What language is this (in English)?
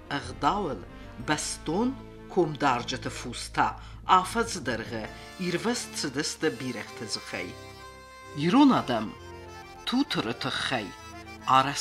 Ossetic